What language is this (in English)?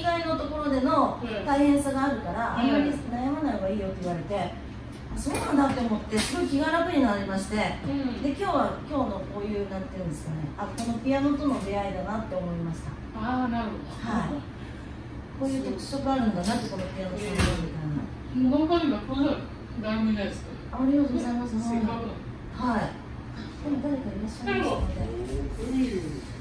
Japanese